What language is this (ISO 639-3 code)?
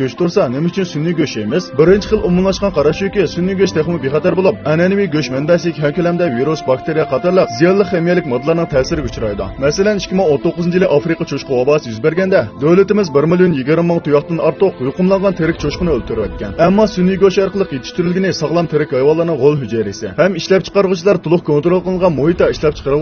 uig